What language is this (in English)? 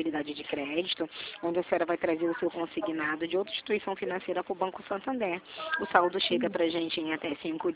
Portuguese